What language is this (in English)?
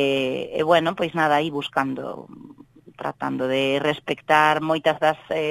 Galician